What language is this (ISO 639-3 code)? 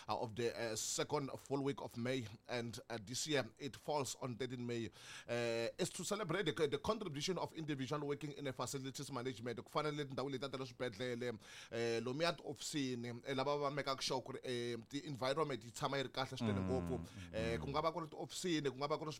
tso